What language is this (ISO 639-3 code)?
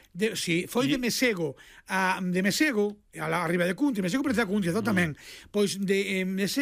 glg